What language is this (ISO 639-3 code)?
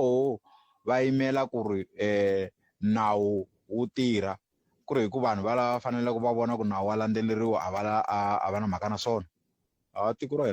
tso